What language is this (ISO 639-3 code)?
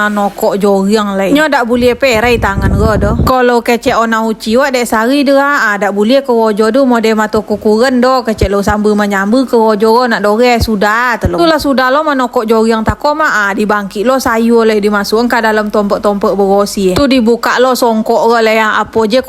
min